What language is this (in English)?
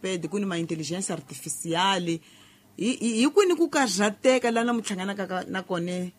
Tsonga